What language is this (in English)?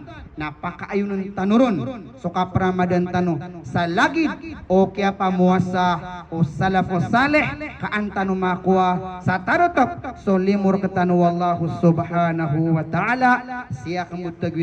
Maranao